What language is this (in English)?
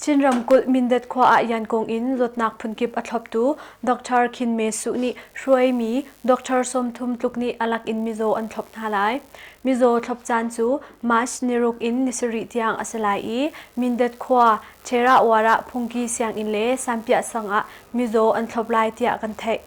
Hakha Chin